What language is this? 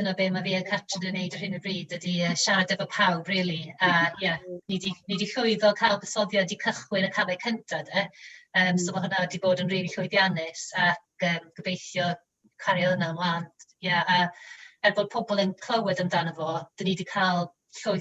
Welsh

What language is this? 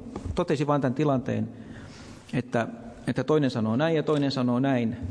Finnish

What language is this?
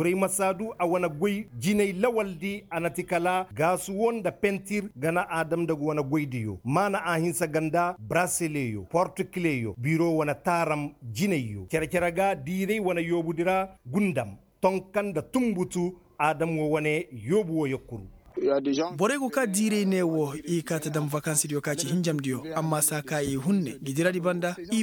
Koyraboro Senni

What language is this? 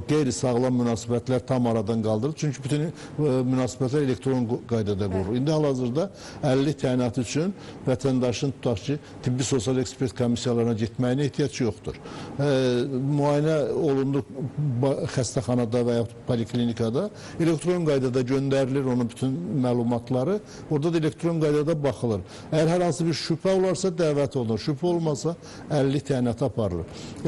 Azerbaijani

